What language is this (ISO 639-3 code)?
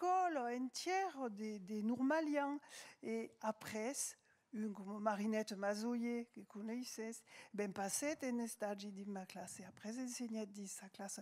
oci